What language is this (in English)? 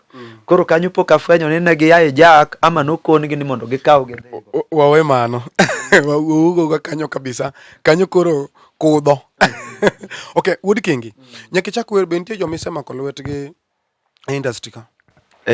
Luo (Kenya and Tanzania)